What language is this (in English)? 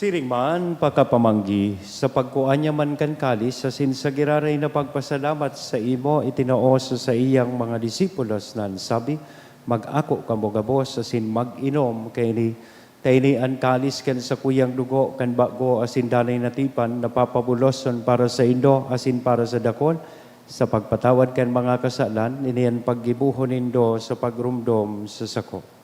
Bikol